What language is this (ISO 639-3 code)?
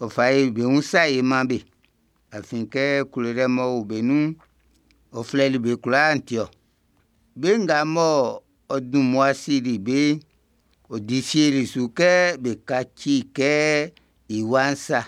bci